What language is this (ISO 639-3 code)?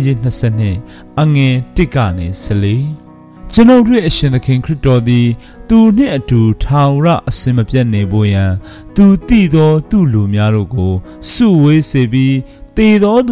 mya